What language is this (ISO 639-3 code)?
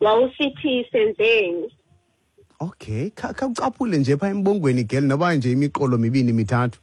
xho